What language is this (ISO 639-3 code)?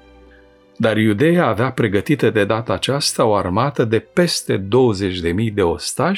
ron